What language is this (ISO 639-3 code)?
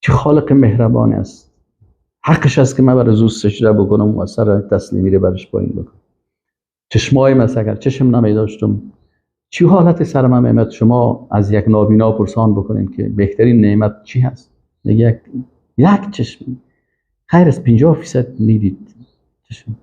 fas